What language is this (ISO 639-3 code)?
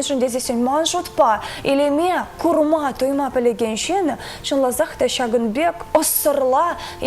chv